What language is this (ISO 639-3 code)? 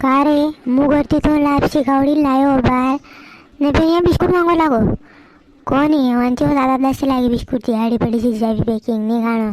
raj